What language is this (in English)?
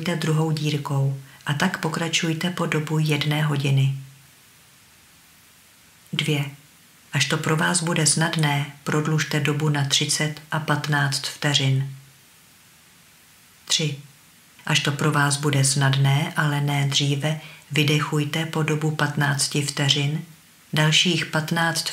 Czech